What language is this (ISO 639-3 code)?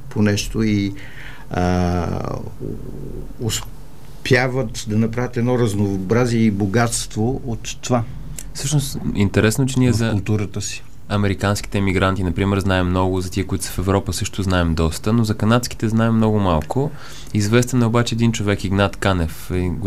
bul